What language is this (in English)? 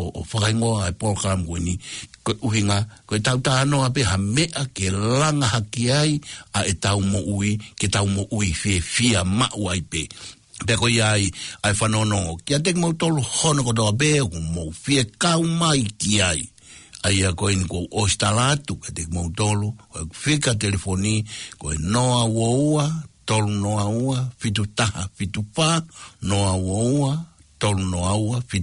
Tongan